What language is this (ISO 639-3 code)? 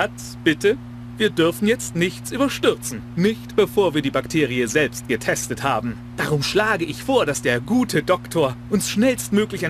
bar